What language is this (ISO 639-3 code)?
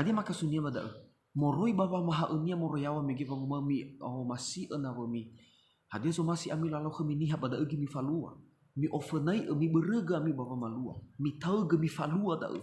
nia